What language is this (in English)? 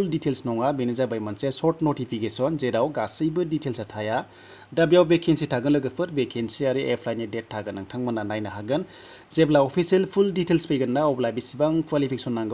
Bodo